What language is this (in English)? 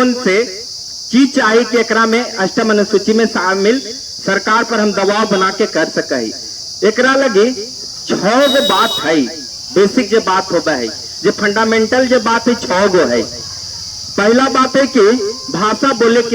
Magahi